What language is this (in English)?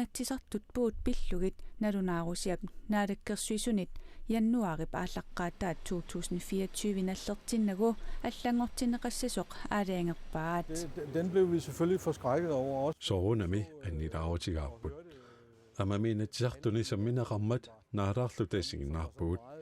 Kalaallisut